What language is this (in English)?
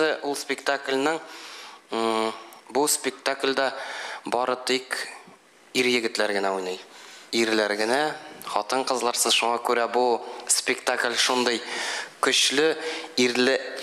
Tatar